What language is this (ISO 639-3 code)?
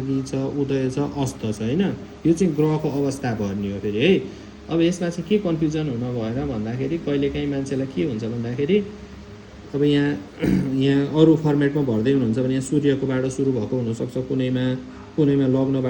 nep